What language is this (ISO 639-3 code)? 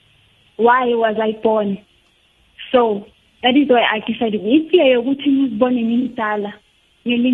nbl